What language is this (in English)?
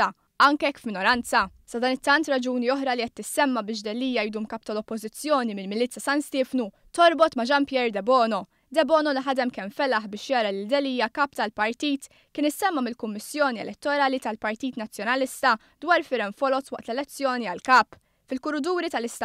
Maltese